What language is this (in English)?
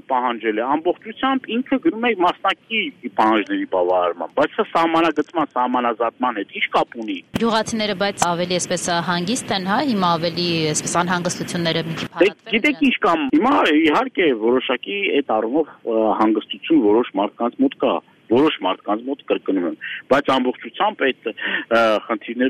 Armenian